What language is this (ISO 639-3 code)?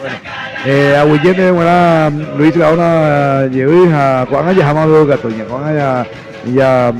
grn